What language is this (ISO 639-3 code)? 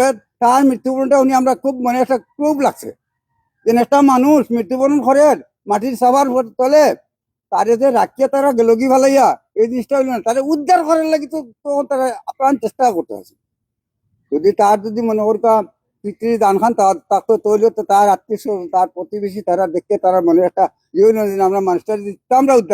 syl